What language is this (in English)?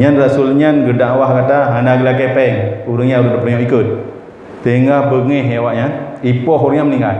Achinese